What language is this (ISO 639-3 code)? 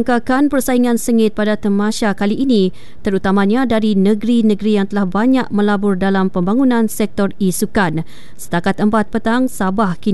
msa